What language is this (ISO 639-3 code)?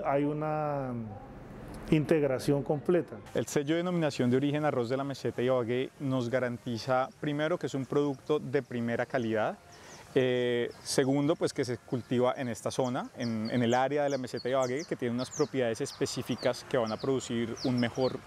spa